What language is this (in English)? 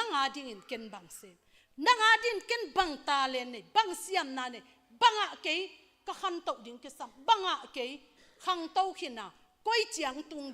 Tedim Chin